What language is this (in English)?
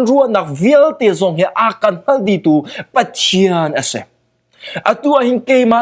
Hakha Chin